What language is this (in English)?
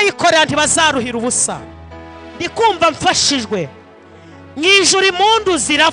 Kinyarwanda